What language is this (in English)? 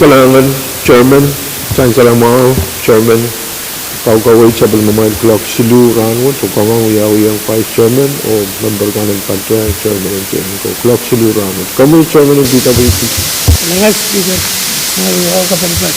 Pohnpeian